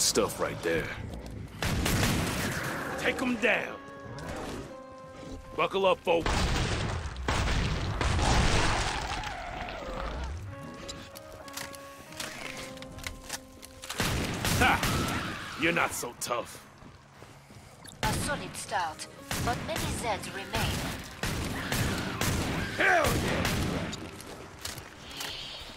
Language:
English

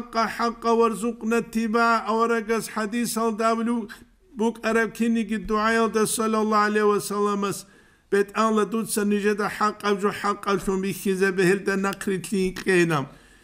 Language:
Avaric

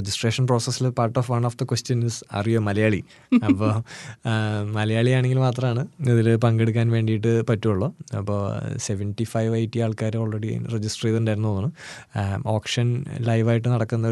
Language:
Malayalam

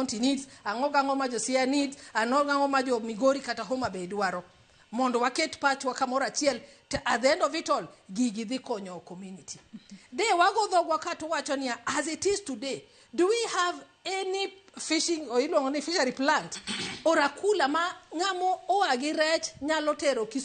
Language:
Luo (Kenya and Tanzania)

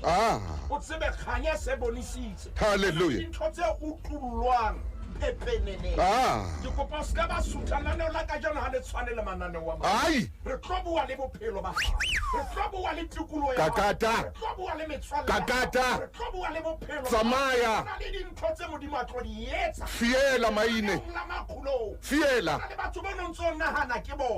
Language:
Southern Sotho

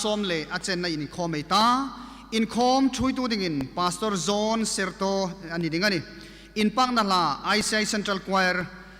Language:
Hmar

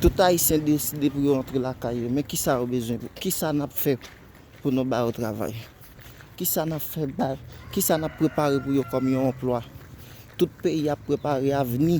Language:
Haitian Creole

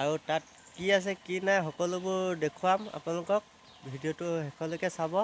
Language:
Assamese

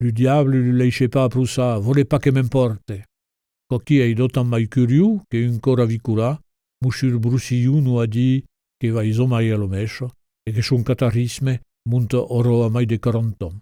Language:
Occitan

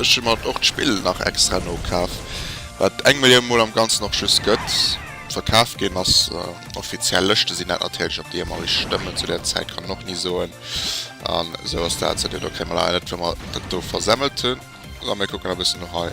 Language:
Luxembourgish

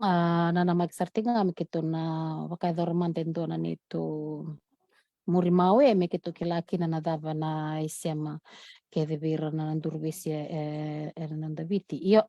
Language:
Fijian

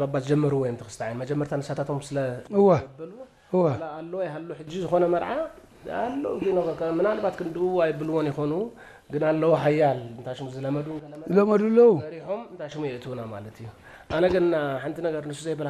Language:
Tigrinya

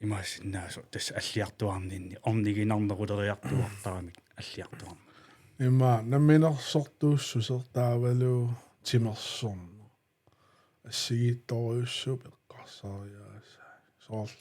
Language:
Kalaallisut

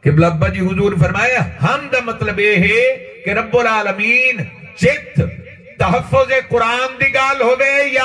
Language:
Saraiki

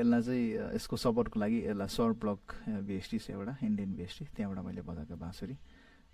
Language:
Nepali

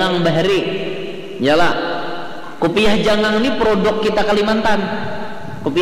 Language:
Banjar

